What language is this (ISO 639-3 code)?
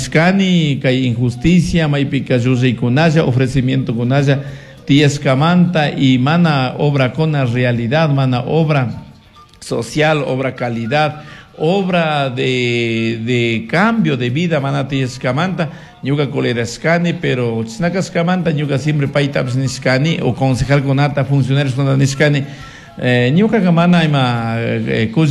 qug